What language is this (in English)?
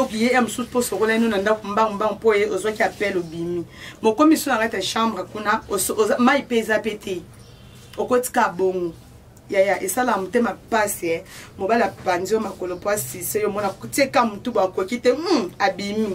Lingala